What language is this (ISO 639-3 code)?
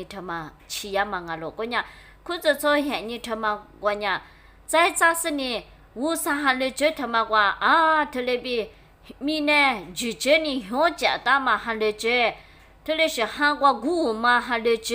lis